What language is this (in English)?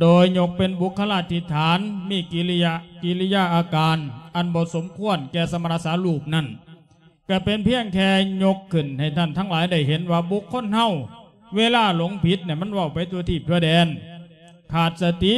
Lao